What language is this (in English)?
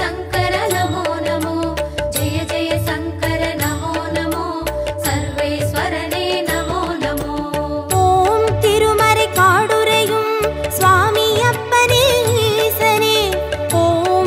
Tamil